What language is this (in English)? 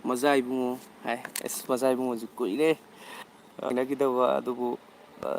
Manipuri